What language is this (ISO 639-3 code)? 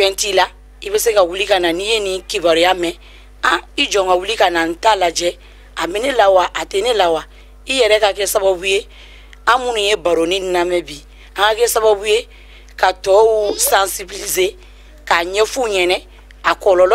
bam